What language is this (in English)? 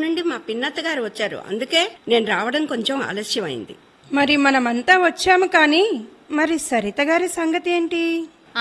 Telugu